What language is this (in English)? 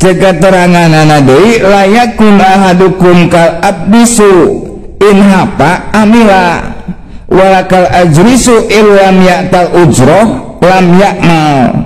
Sundanese